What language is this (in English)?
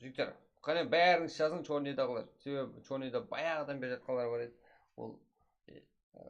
Kara-Kalpak